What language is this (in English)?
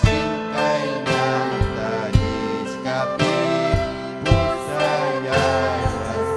Ayacucho Quechua